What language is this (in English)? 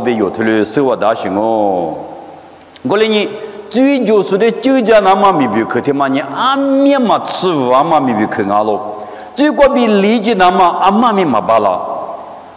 Lisu